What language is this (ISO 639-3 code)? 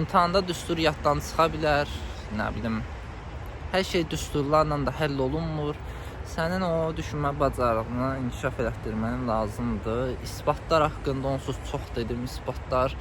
aze